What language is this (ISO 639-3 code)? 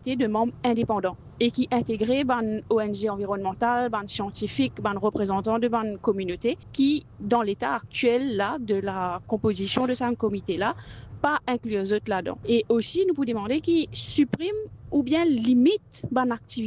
mfe